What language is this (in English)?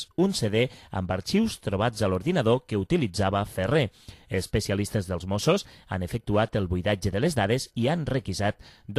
Catalan